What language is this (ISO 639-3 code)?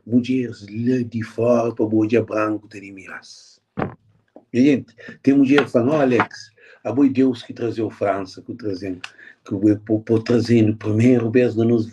kea